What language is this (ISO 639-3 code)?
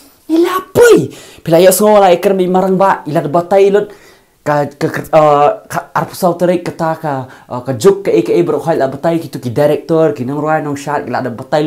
kha